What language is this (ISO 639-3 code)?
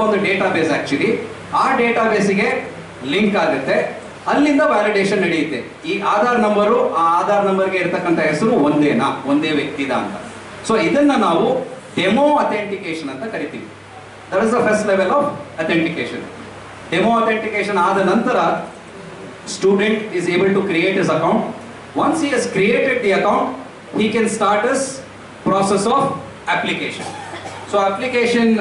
kan